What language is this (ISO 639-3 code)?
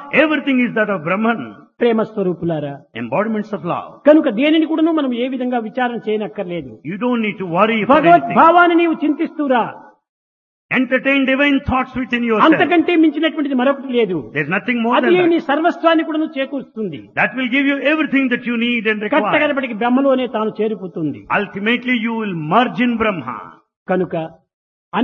tel